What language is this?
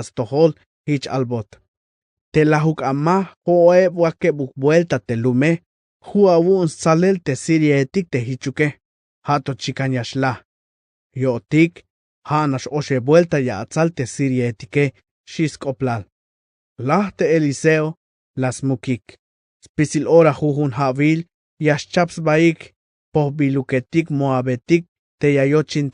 Tzeltal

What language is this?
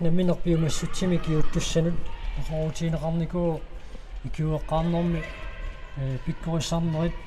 Kalaallisut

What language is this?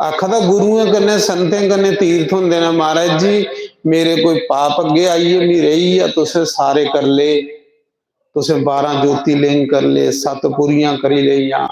Dogri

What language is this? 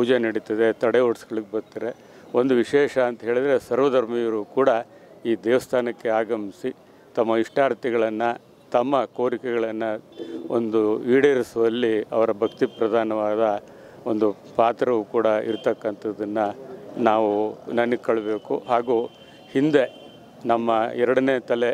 Kannada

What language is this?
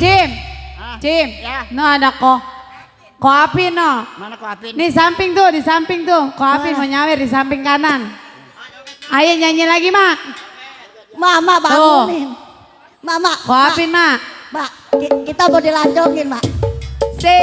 Betawi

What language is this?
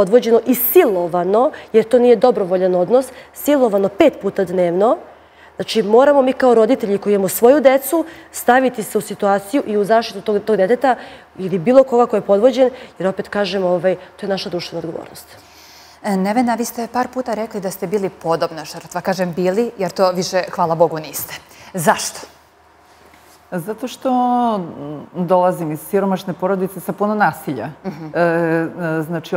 Serbian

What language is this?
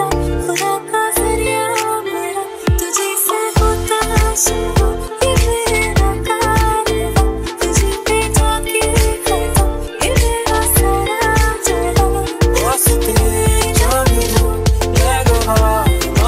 Hindi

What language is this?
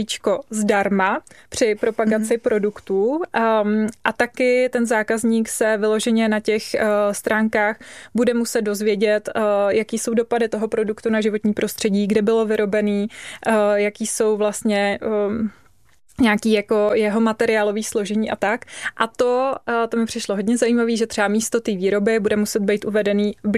Czech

